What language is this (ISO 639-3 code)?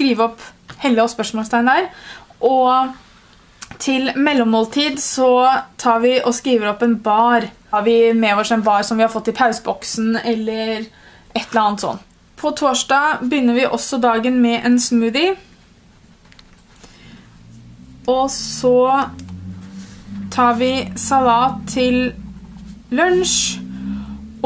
nor